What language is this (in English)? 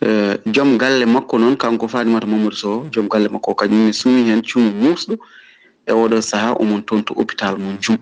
Fula